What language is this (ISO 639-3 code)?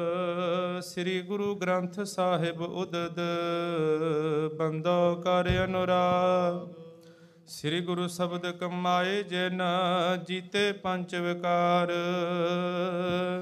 pan